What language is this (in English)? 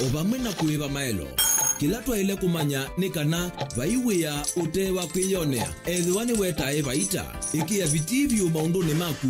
Kamba